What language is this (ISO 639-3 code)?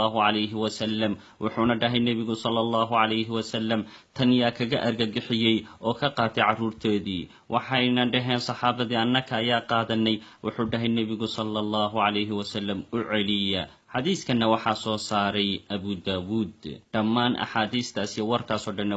som